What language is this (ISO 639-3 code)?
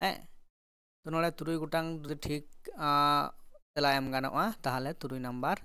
sat